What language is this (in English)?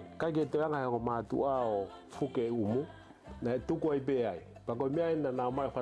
Tongan